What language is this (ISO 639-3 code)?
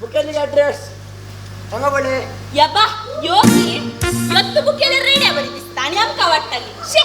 kok